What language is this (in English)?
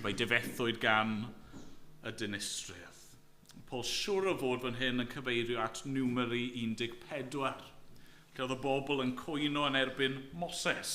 Welsh